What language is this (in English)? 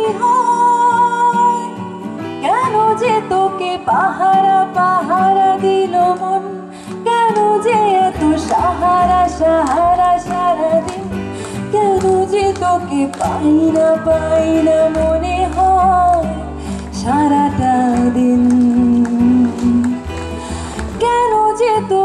Bangla